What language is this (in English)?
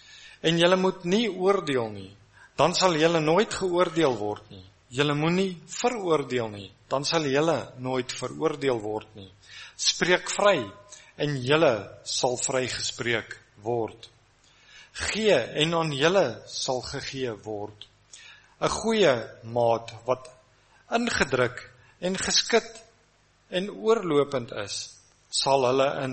Afrikaans